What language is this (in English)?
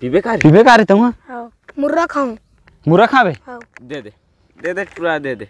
Chhattisgarhi